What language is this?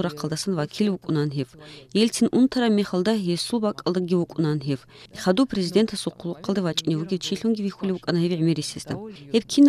Avaric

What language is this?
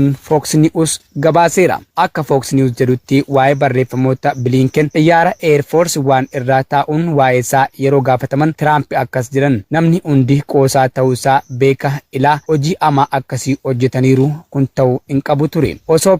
Oromo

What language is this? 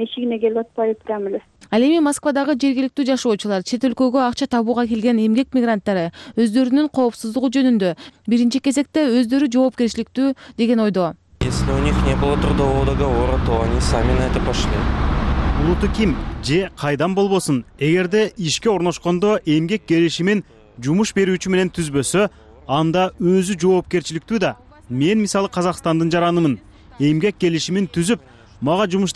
Kyrgyz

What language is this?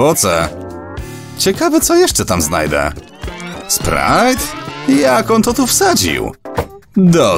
Polish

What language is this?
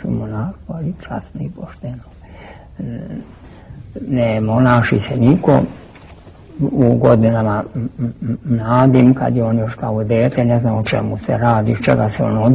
Serbian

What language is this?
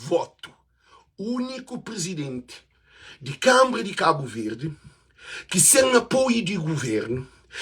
Kabuverdianu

